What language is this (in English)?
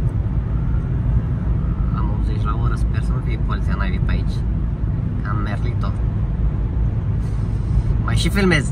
Romanian